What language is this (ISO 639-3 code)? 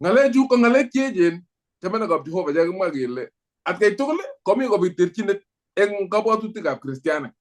kln